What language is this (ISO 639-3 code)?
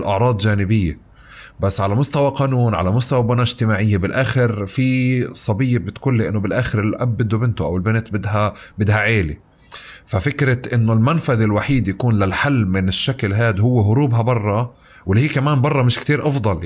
apc